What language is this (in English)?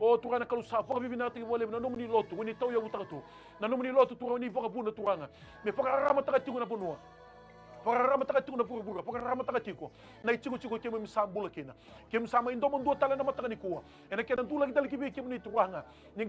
Fijian